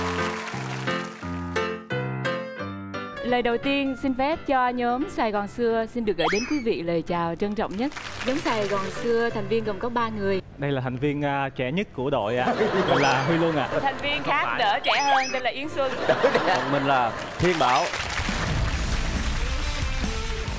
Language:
Vietnamese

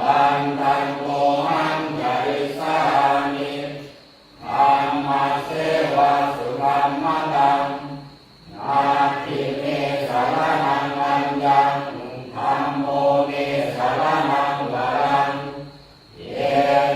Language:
Pali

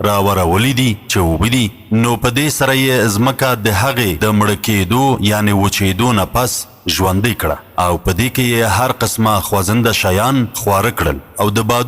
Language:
Pashto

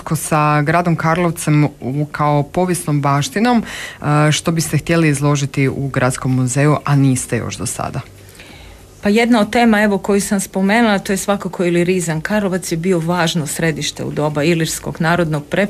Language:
Croatian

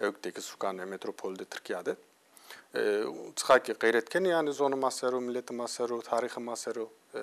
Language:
Zaza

